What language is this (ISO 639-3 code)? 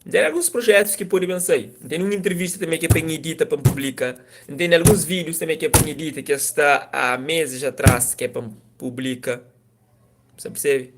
kea